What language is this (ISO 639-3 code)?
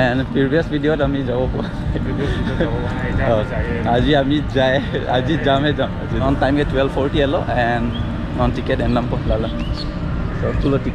mjw